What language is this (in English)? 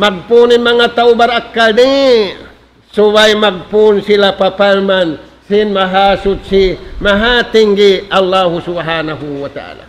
Tausug